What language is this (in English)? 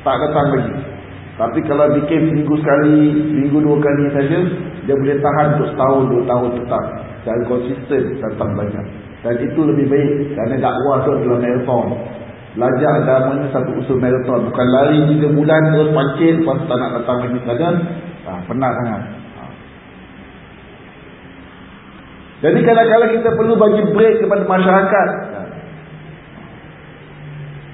Malay